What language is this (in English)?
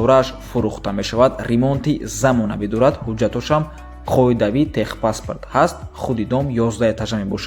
Tajik